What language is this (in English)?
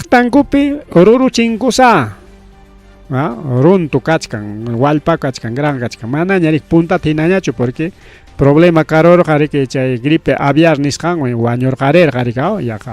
Ayacucho Quechua